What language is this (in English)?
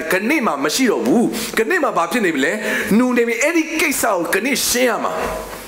Burmese